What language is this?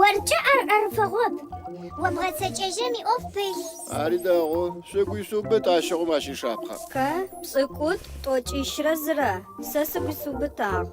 Adyghe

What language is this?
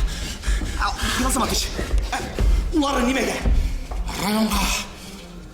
Bashkir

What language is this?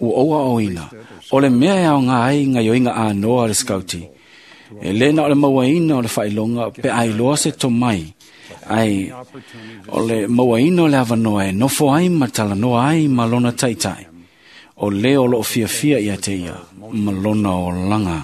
Samoan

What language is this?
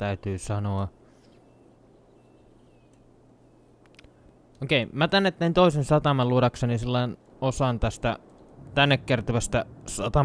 Finnish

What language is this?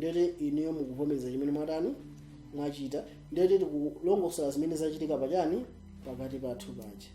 Nyanja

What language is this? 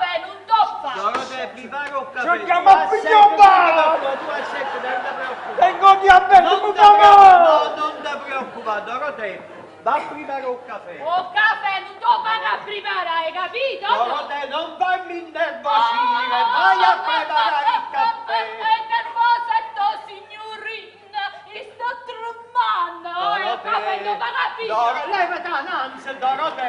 Neapolitan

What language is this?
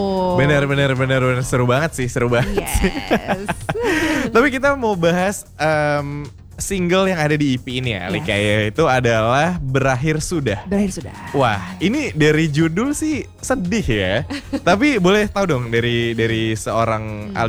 Indonesian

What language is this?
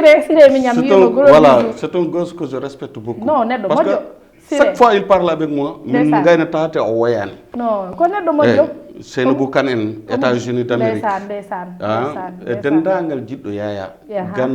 Fula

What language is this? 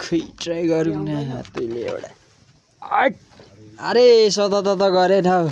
Nepali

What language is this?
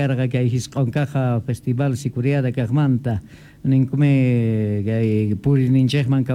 South Bolivian Quechua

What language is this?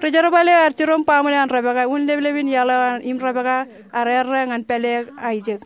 Marshallese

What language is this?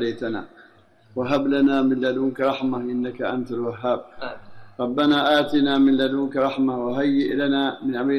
Arabic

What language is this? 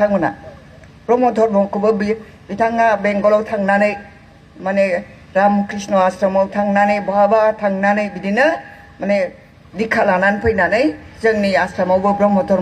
Bodo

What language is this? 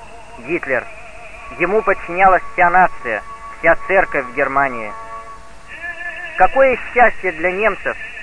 Russian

